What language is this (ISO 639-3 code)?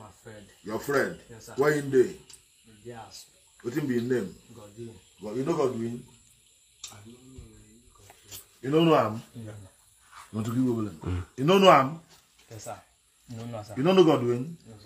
pcm